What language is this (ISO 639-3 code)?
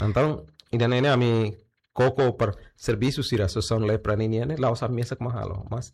tet